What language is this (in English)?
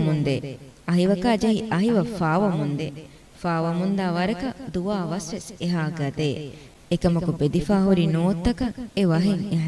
Divehi